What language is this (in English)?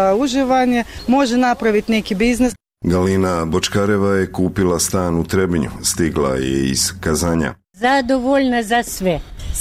Serbian